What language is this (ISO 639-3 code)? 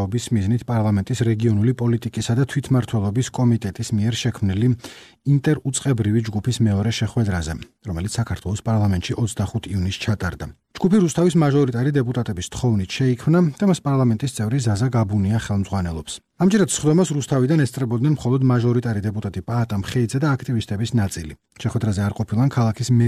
kat